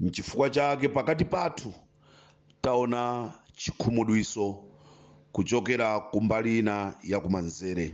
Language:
Nyanja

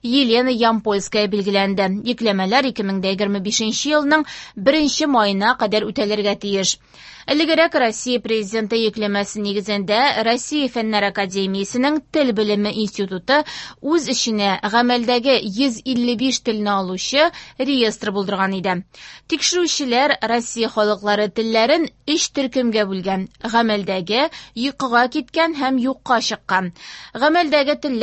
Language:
Tatar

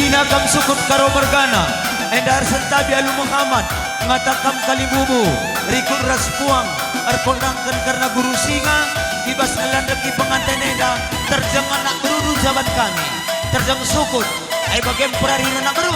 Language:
Batak Karo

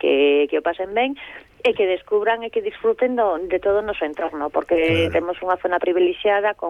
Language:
Galician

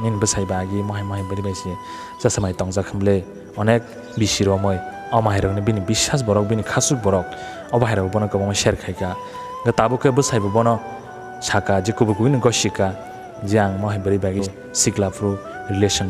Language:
Kok Borok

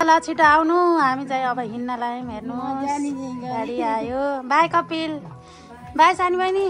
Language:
Nepali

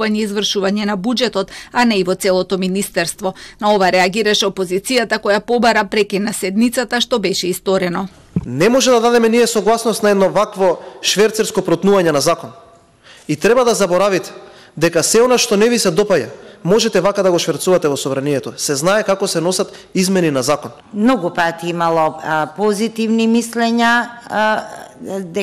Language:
Macedonian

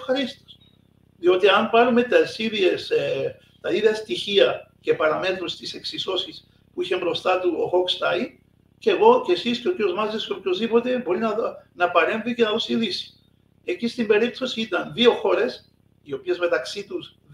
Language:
Greek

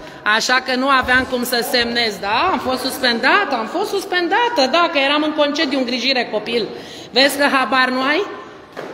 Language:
Romanian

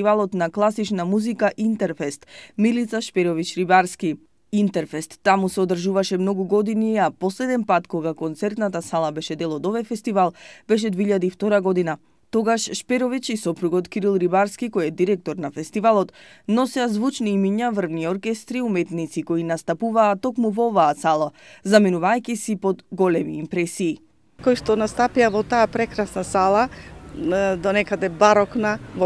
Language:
Macedonian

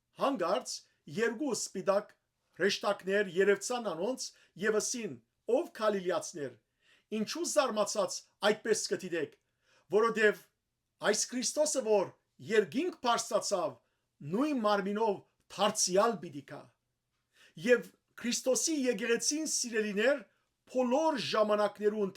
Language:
Western Armenian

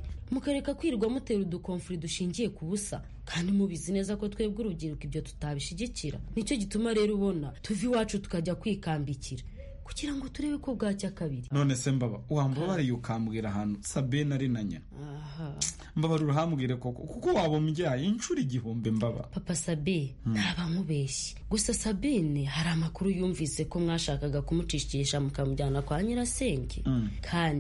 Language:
Kinyarwanda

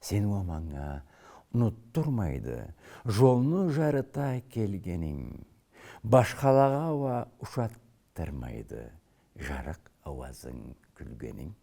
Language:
Karachay-Balkar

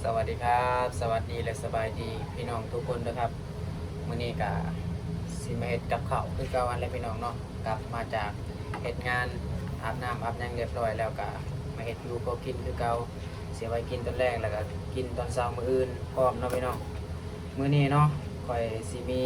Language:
Lao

